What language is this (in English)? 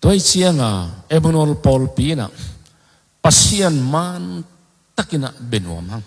Tedim Chin